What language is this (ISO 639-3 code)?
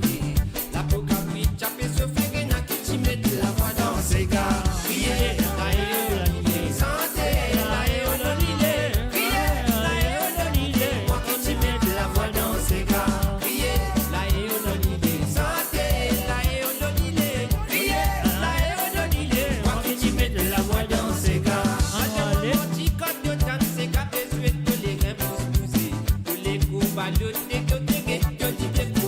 mfe